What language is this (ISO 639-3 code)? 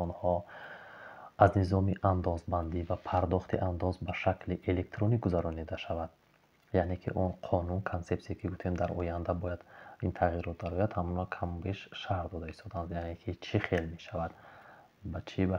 tgk